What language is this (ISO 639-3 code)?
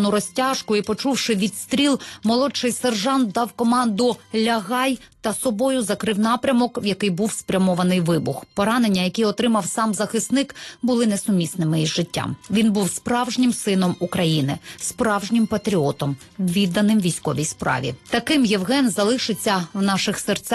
ukr